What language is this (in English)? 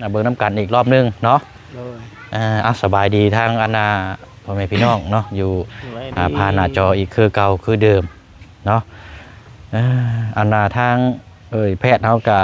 Lao